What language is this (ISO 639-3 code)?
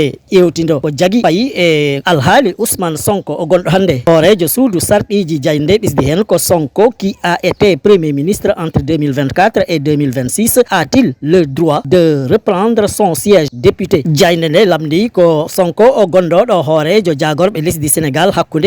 ful